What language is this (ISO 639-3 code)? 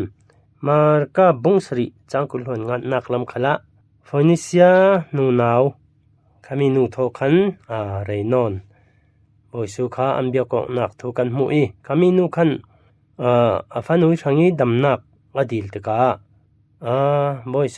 cfm